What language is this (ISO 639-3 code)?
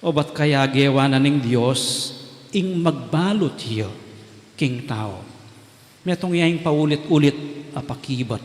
pam